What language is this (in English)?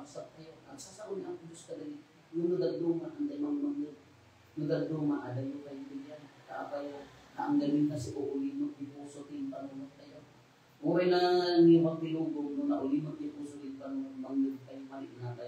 Iloko